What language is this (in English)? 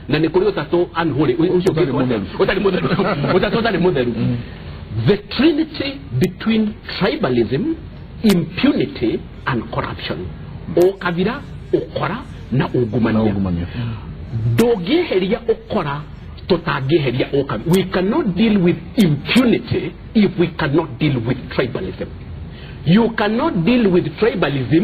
Kikuyu